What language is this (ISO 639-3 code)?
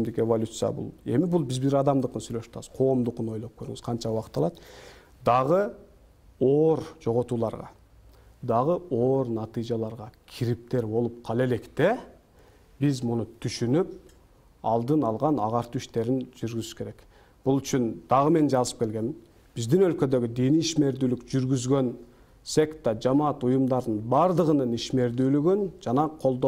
kir